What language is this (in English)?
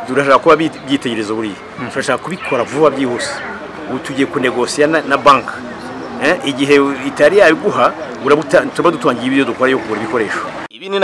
Kinyarwanda